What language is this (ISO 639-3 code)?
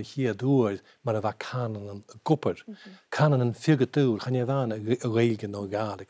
gla